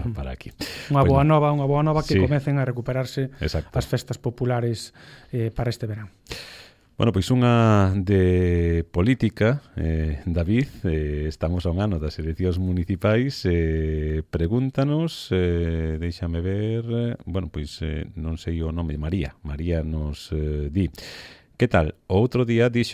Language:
Galician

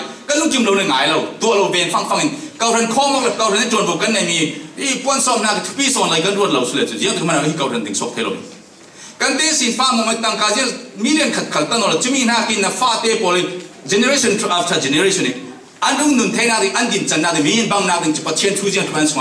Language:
Falam Chin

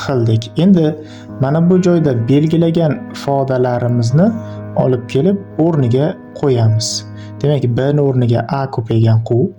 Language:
Uzbek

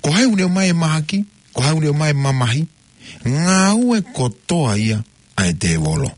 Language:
Tongan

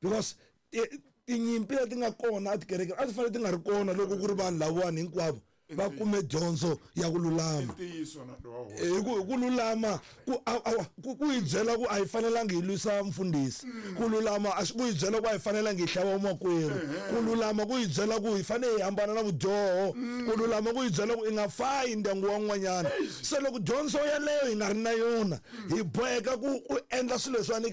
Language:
Tsonga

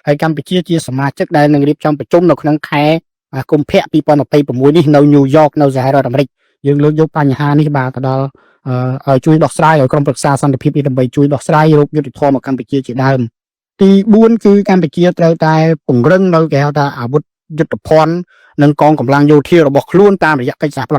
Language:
Khmer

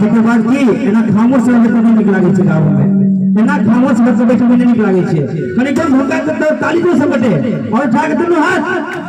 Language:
Maithili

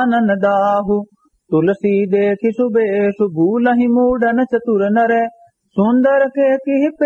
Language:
Awadhi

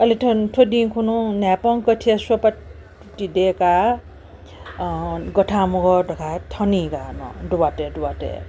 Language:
Newari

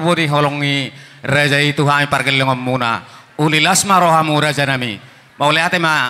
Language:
Batak Toba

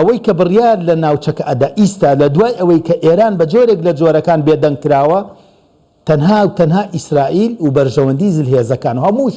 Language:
Central Kurdish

